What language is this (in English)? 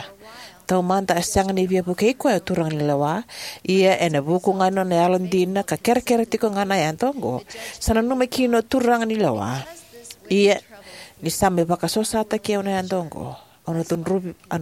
Fijian